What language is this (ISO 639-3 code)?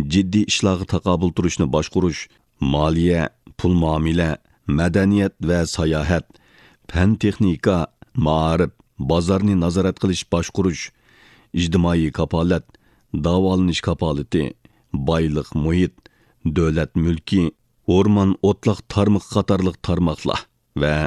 uig